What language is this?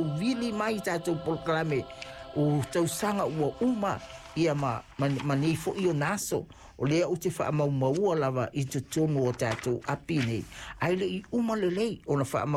Samoan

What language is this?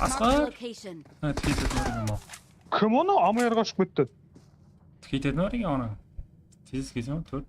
Kara-Kalpak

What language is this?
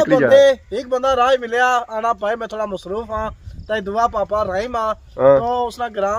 Pahari-Potwari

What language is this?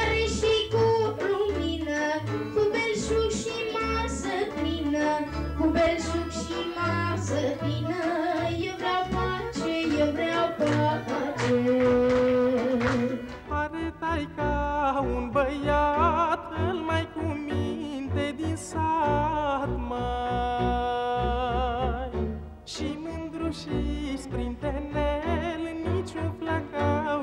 Romanian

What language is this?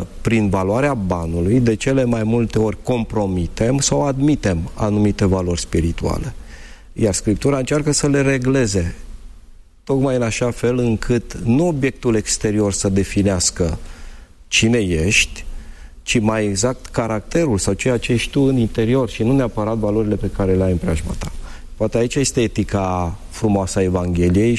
Romanian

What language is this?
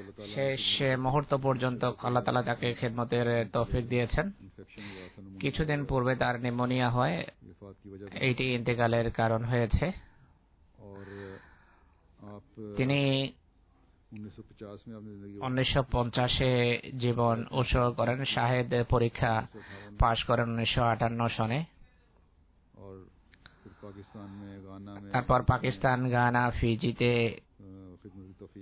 Bangla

